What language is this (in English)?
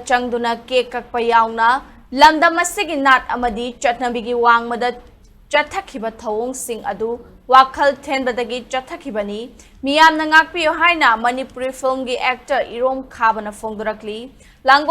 Manipuri